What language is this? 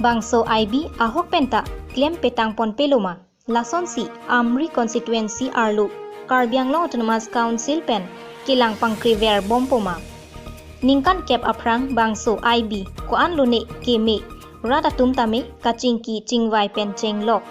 Karbi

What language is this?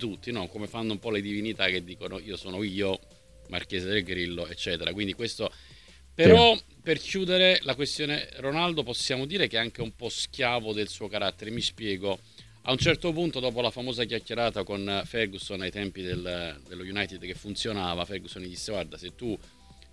Italian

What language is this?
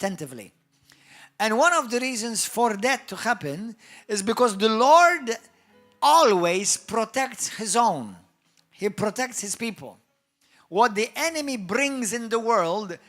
English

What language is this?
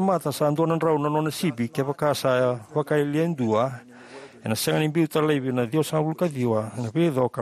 Fijian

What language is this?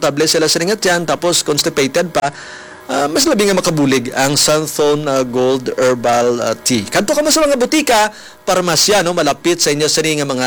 Hiligaynon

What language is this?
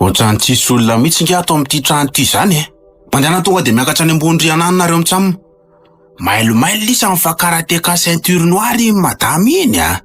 Malagasy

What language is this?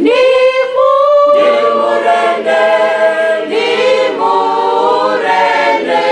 Venda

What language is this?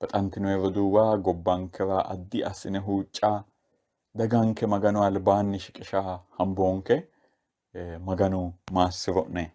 Sidamo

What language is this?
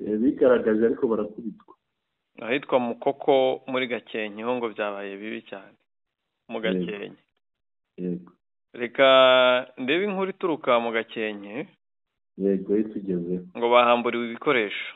Kinyarwanda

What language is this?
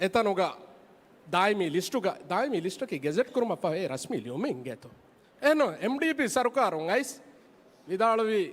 Divehi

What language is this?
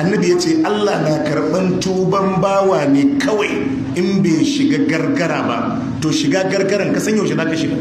Hausa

